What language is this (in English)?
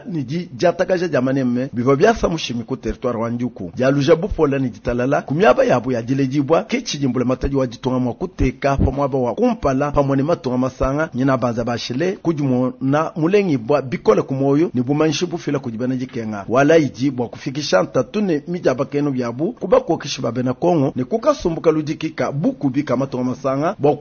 Luba-Lulua